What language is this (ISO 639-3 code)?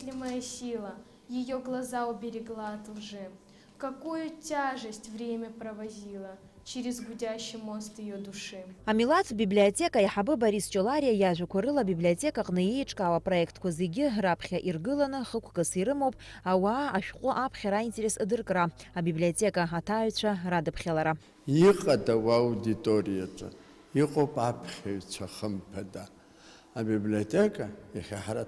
abk